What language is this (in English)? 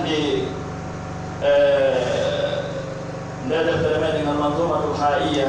Pular